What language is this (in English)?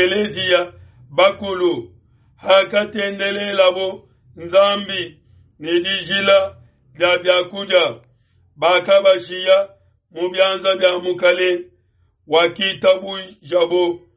Luba-Lulua